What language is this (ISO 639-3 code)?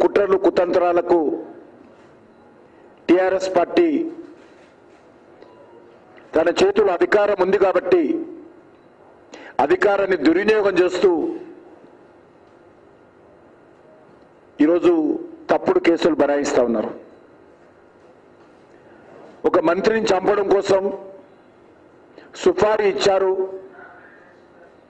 tel